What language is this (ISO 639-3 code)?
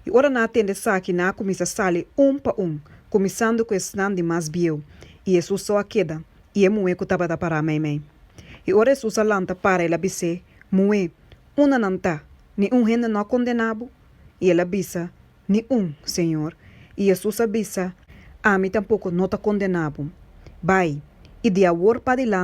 pap